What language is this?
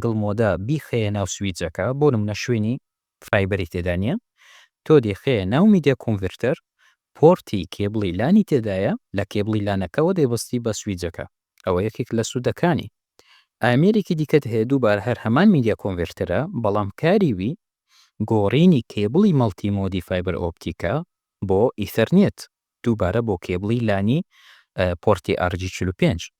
Central Kurdish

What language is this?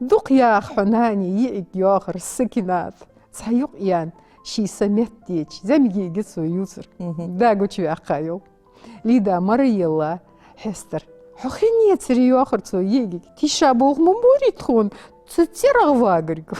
Ingush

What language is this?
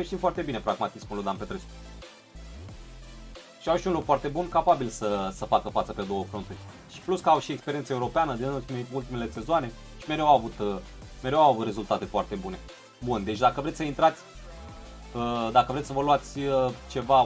Romanian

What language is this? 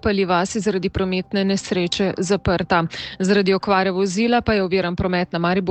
Slovenian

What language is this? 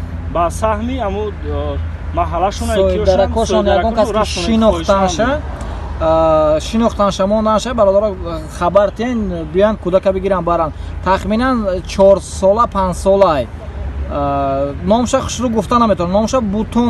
Tajik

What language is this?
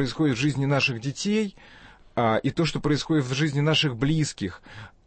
Russian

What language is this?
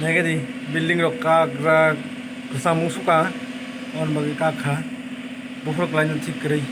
Kok Borok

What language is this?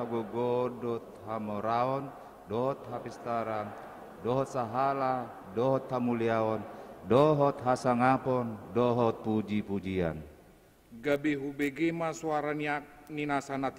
Batak Toba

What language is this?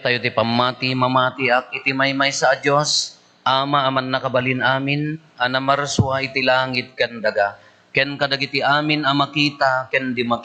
Iloko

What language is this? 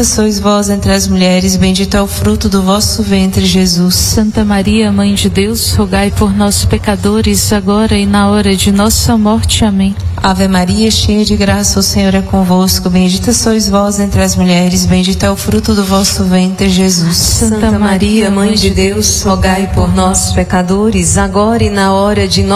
Portuguese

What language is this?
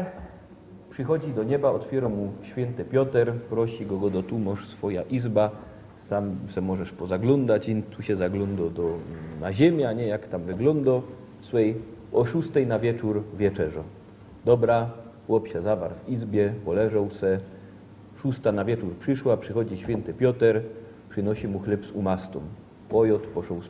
Silesian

